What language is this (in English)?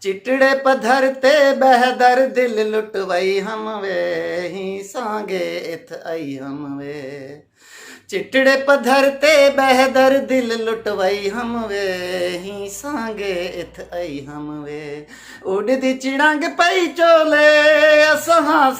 Saraiki